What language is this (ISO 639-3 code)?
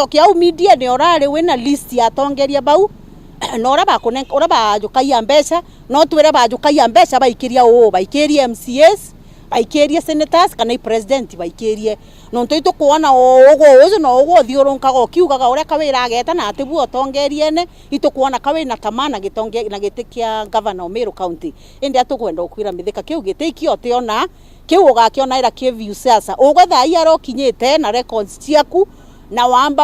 mer